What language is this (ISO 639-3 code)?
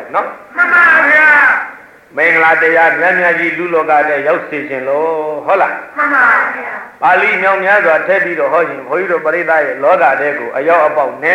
mya